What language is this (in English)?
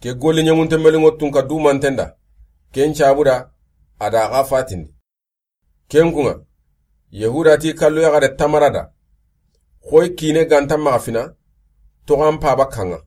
Soninke